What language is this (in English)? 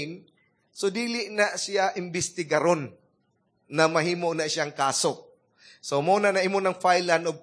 Cebuano